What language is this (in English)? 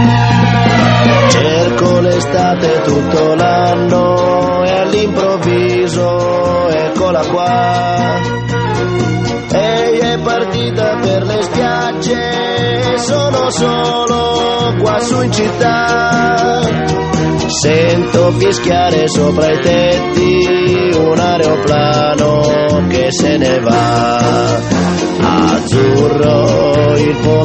Italian